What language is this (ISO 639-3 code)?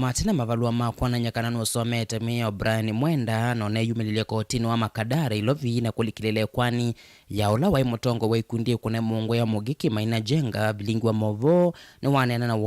kam